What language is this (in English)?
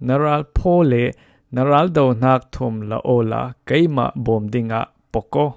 Falam Chin